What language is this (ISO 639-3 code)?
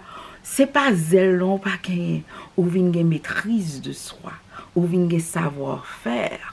hat